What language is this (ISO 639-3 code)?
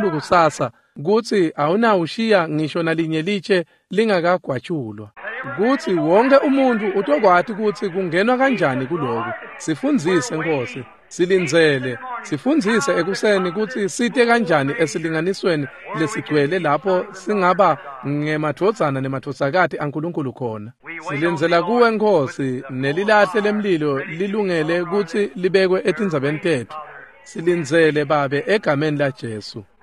ssw